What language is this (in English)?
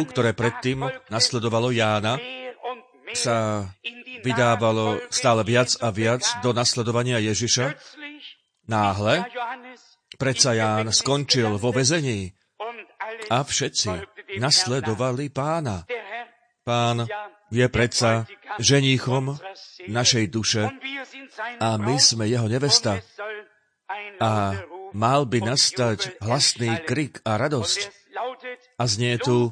Slovak